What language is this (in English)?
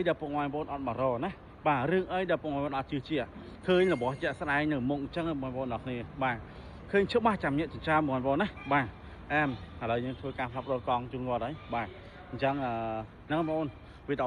Khmer